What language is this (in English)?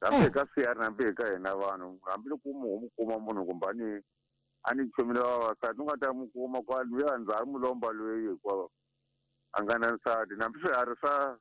Tsonga